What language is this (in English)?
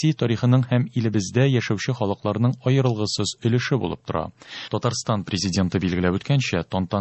Tatar